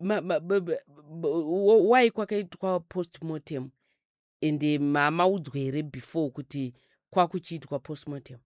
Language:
Shona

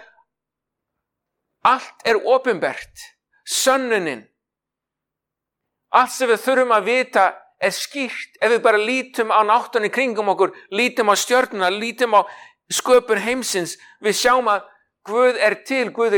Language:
Icelandic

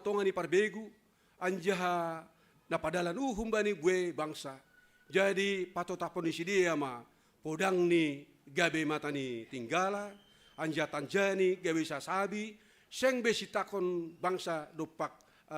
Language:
Batak Simalungun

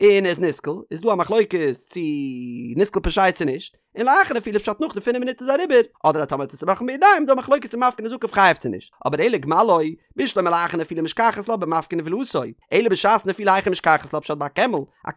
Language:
Yiddish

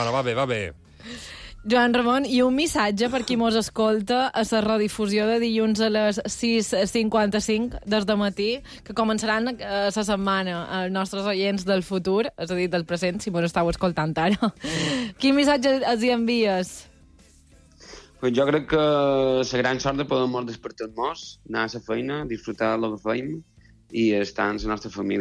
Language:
Catalan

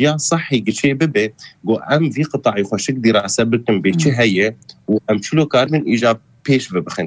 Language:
Kurdish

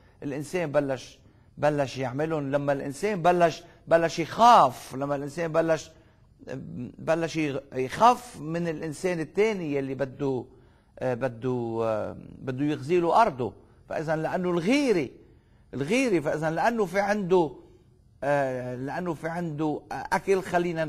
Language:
North Levantine Arabic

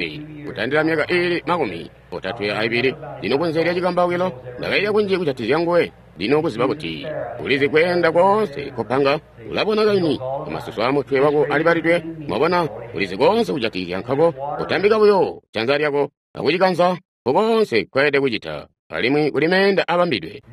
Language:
Tonga (Zambia)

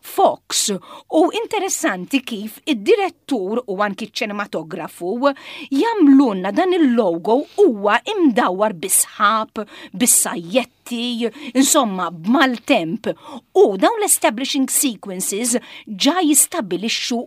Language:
Maltese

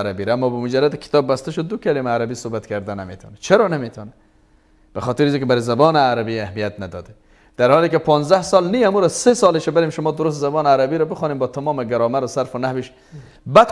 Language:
Persian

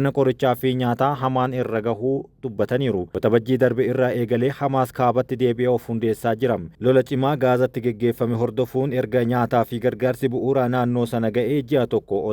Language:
Oromo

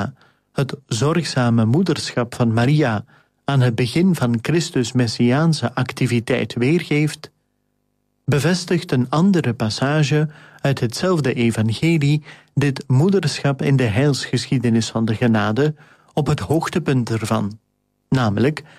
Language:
Dutch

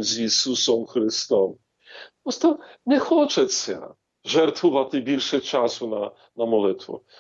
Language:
Ukrainian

